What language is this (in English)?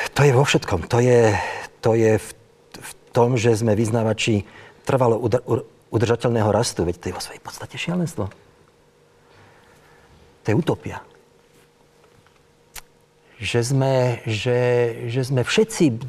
Slovak